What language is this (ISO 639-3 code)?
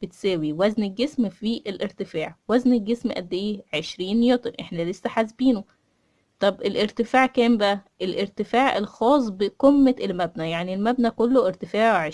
arz